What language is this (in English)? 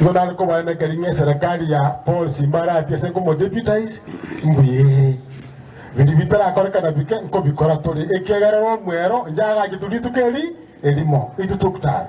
Gusii